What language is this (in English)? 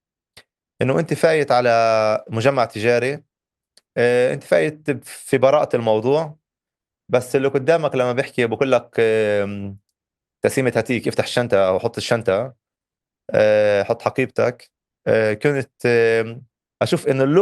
North Levantine Arabic